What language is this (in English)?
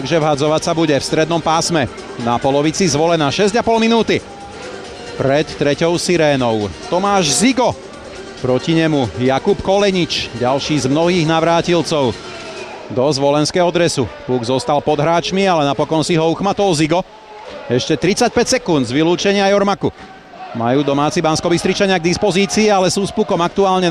Slovak